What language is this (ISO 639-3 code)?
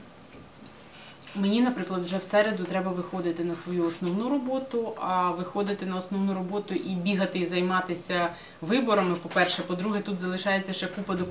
ukr